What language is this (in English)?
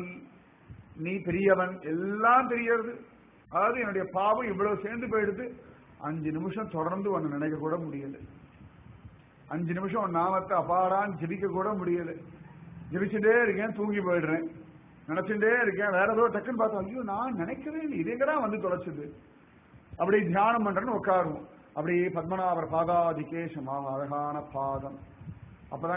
Tamil